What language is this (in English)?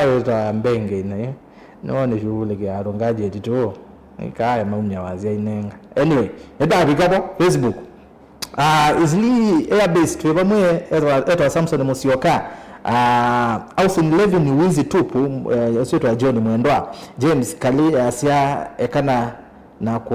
Kamba